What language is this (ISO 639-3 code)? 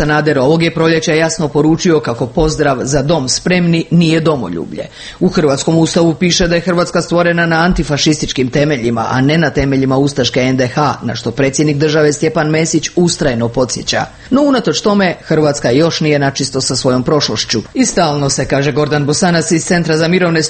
hrv